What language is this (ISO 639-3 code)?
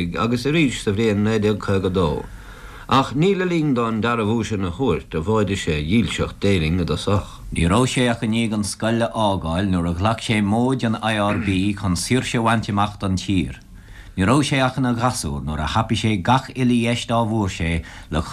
gle